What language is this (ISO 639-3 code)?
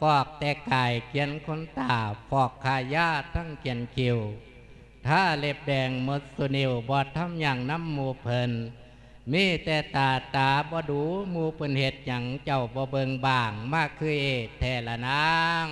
lao